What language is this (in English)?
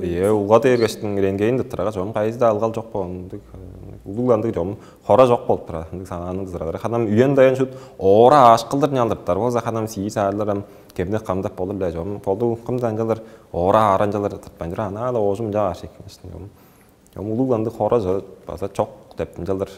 Tuvinian